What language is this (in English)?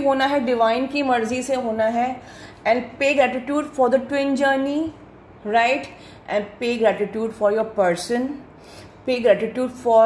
Hindi